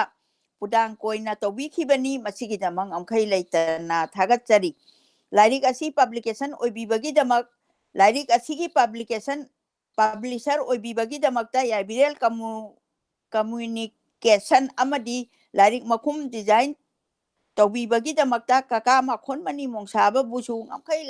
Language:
Manipuri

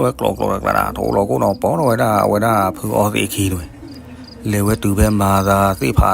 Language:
S'gaw Karen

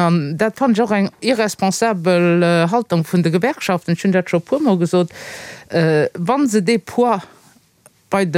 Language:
Luxembourgish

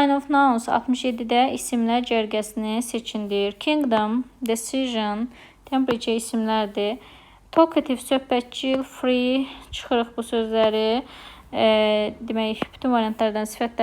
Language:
Azerbaijani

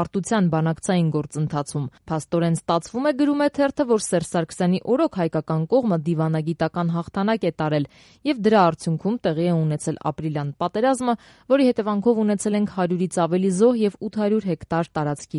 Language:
Armenian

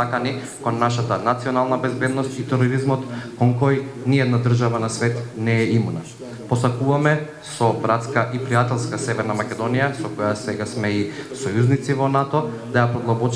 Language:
Macedonian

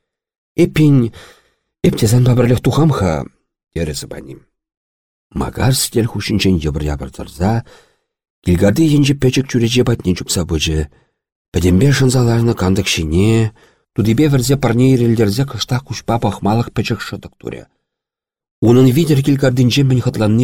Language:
Chuvash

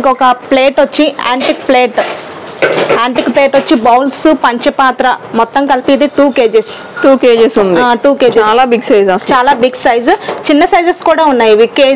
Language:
Telugu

